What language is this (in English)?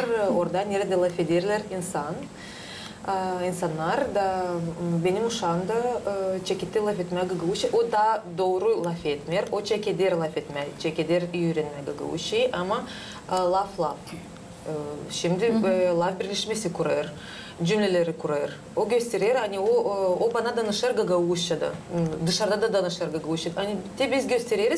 Gagauz